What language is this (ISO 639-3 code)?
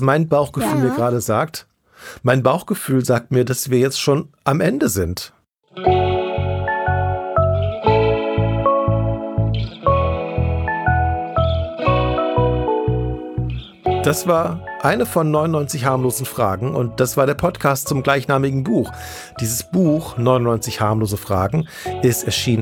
deu